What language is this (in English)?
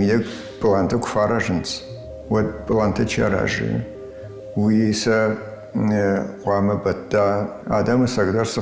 Ossetic